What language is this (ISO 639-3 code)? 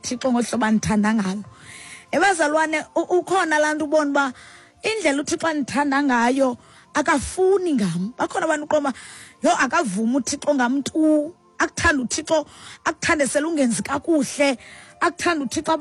xho